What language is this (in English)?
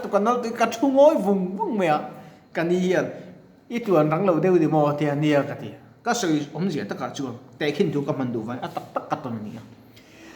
Mizo